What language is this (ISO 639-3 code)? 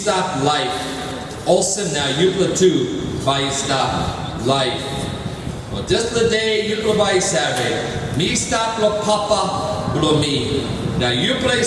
tpi